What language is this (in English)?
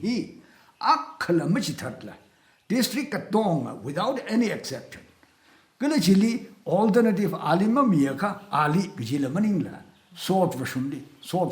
Tangkhul Naga (India)